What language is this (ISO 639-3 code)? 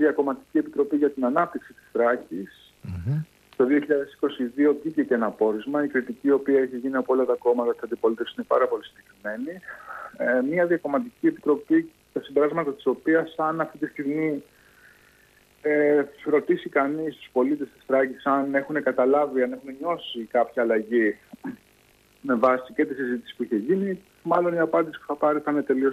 ell